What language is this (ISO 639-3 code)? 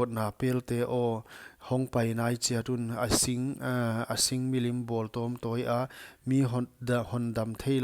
pck